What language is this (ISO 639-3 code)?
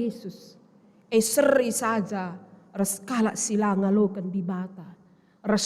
btx